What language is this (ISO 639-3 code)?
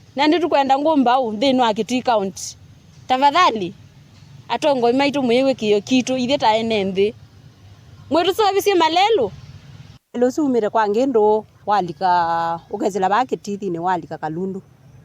kam